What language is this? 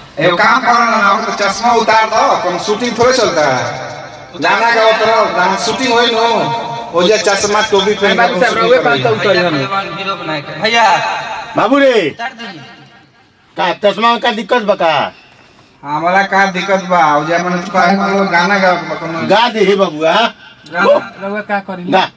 Bhojpuri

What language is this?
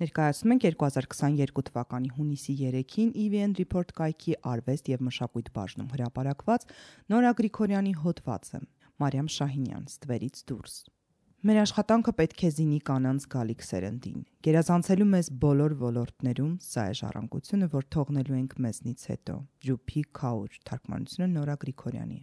Armenian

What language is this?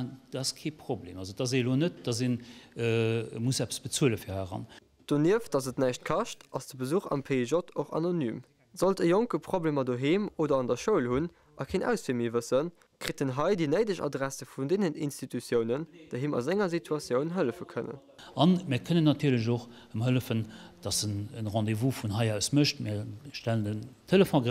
Luxembourgish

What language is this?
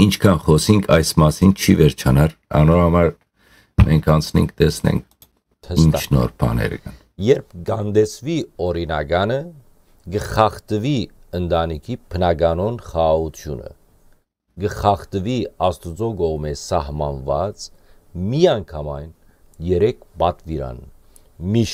Western Armenian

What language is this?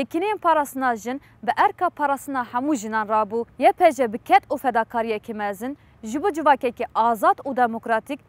Kurdish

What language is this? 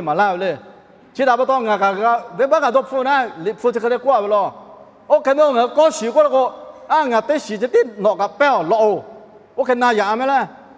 Lahu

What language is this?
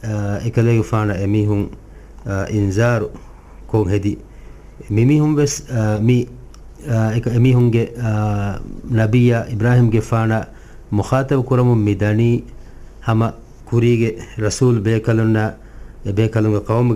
Divehi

